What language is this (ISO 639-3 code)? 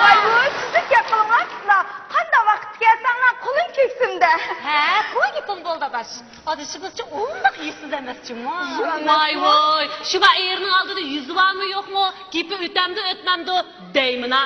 uig